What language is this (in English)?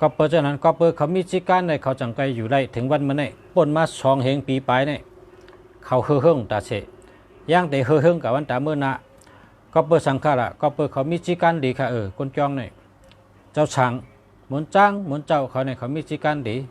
Shan